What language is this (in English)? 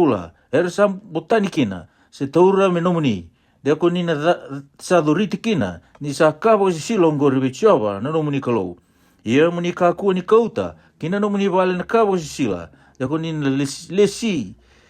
Fijian